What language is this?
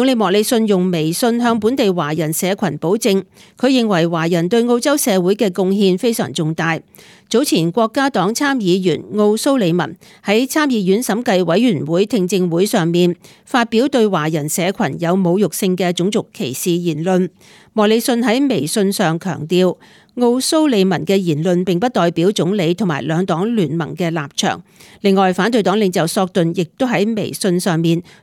Cantonese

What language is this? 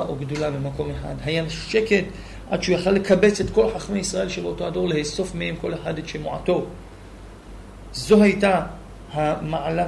Hebrew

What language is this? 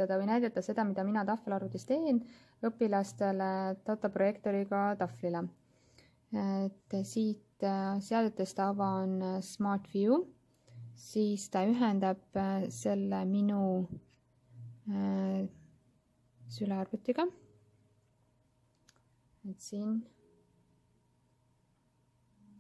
Estonian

